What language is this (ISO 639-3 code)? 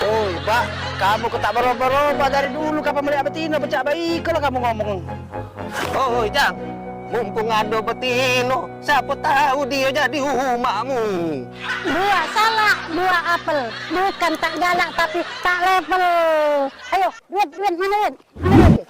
mui